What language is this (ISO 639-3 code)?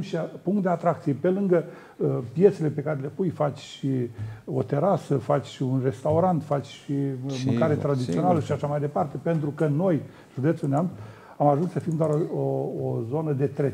ron